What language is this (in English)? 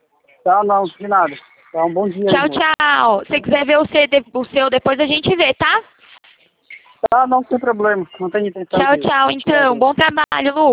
Portuguese